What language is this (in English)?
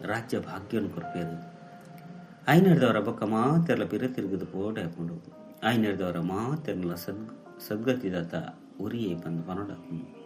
Tulu